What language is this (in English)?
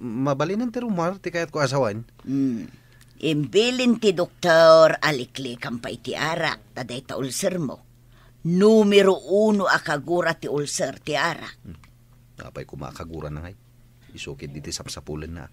Iloko